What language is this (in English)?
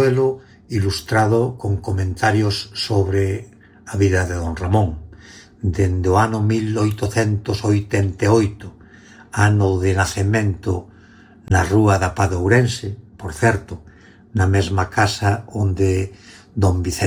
Galician